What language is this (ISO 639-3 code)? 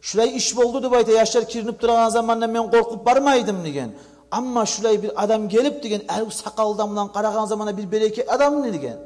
kum